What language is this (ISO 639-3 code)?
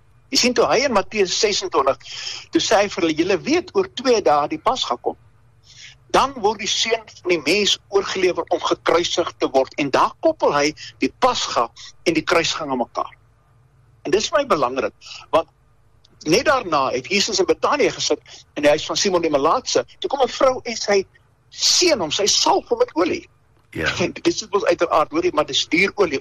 afr